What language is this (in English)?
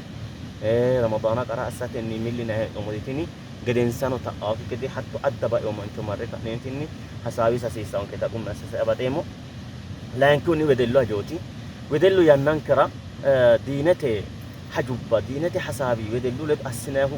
Sidamo